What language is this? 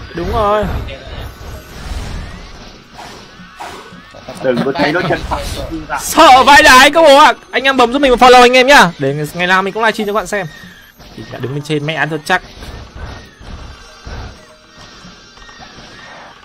Vietnamese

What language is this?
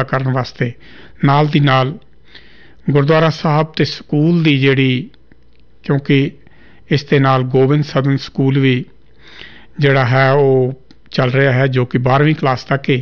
Punjabi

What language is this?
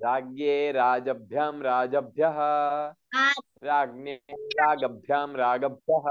Sanskrit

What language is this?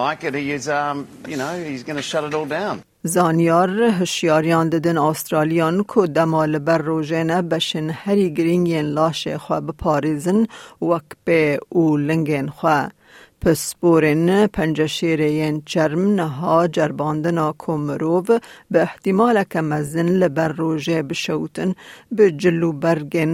Kurdish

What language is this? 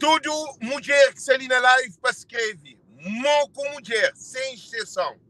Kabuverdianu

